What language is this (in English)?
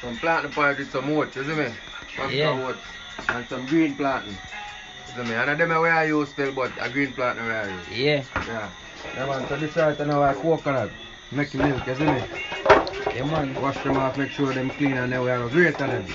Jamaican Creole English